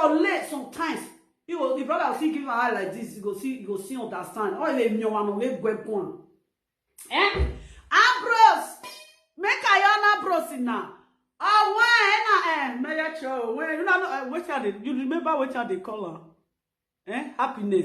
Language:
Nigerian Pidgin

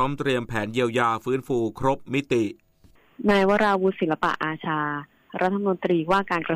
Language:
Thai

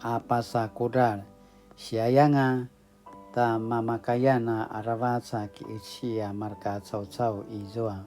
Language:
Paiwan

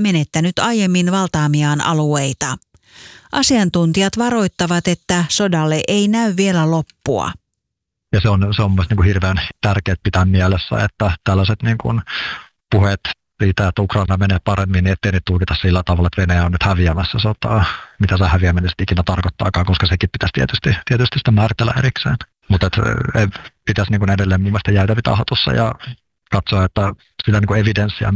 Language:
Finnish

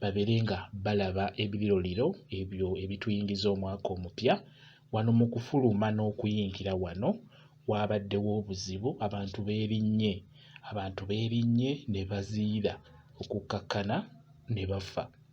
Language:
Ganda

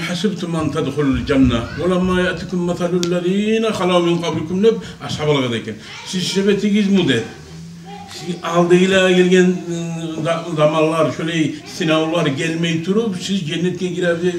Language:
Kumyk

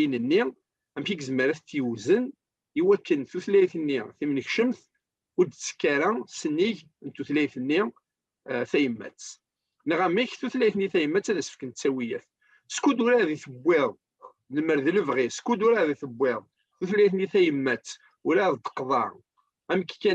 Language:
Kabyle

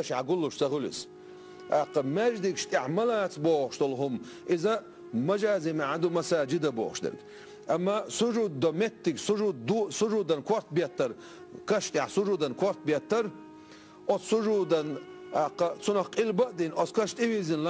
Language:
Chechen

